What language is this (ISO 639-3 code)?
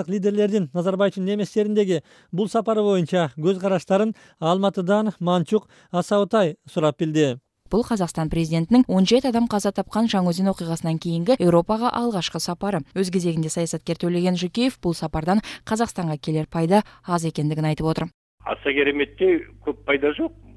kir